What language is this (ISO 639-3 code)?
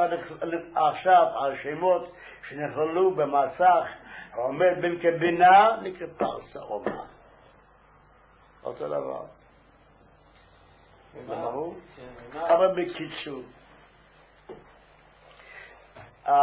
heb